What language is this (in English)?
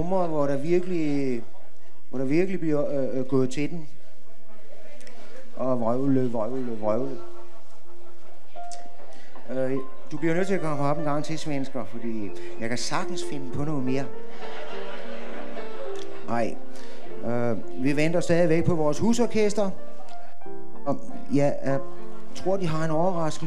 Danish